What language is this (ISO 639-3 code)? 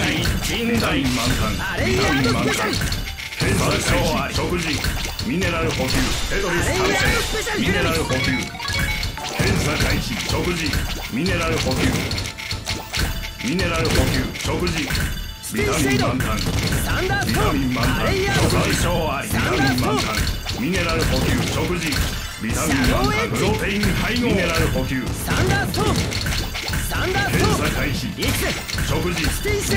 jpn